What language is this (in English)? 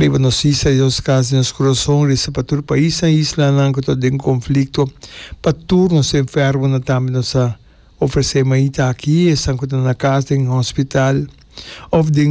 Papiamento